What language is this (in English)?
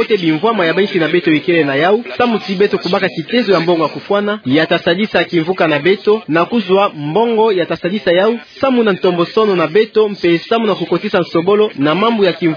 Kituba (Democratic Republic of Congo)